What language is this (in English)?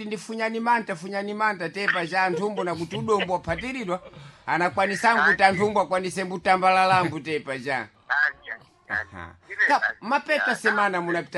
Sena